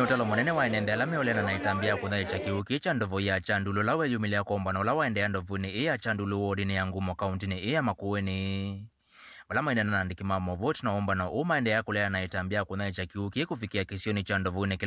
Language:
Kamba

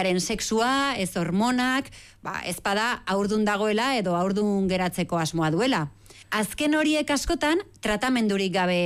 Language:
Basque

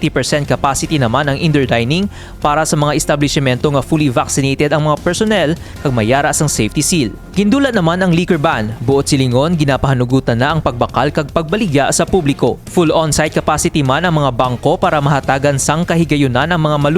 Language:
Hiligaynon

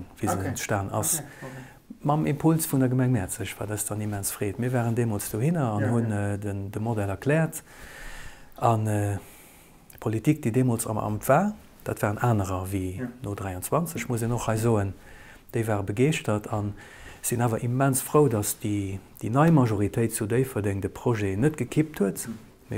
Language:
Luxembourgish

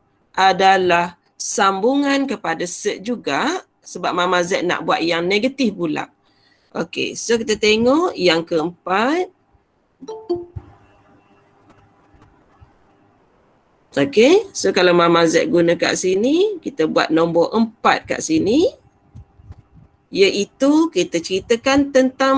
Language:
Malay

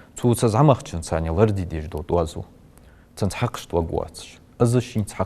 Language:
Ingush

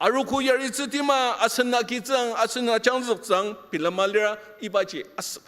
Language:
Ao Naga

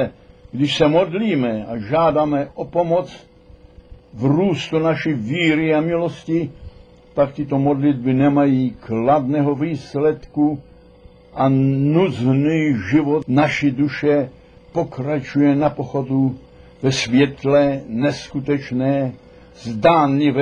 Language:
Czech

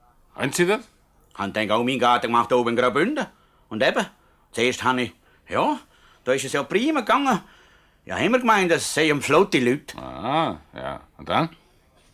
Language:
Swiss German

